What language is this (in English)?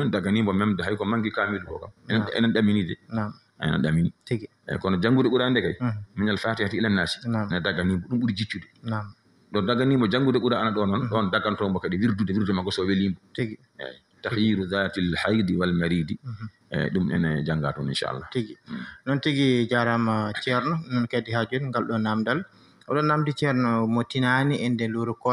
Fula